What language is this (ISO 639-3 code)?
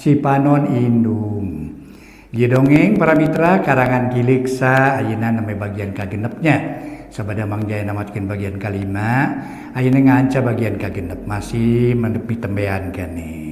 sun